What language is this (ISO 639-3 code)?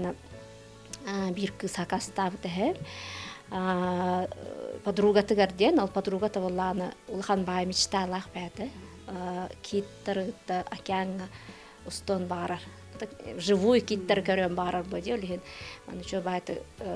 sah